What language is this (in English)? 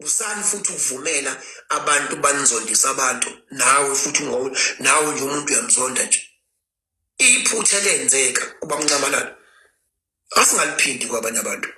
Zulu